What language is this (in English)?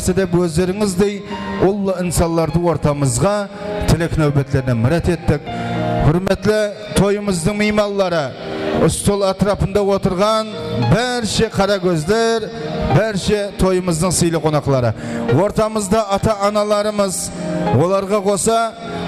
Kara-Kalpak